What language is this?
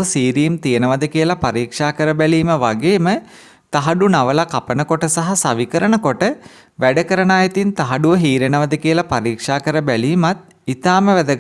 Sinhala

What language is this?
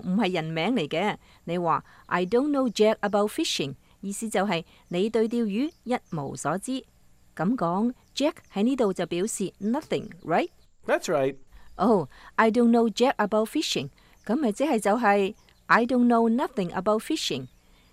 Cantonese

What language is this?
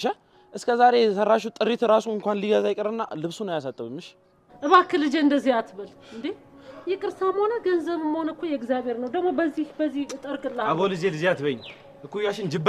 Amharic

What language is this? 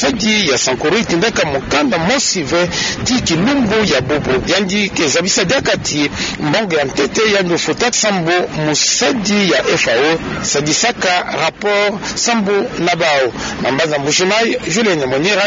Kituba (Democratic Republic of Congo)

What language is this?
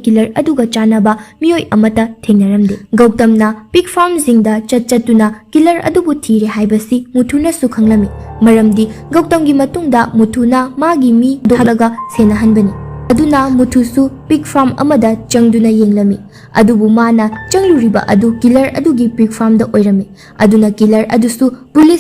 Manipuri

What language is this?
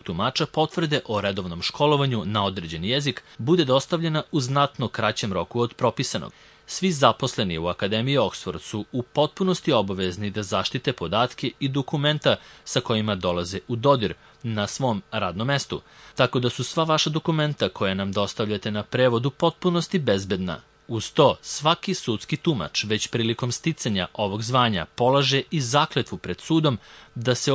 Serbian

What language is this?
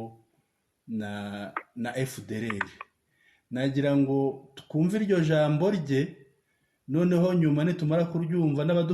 Kinyarwanda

